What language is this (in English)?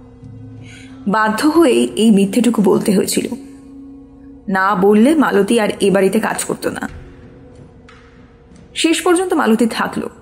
Bangla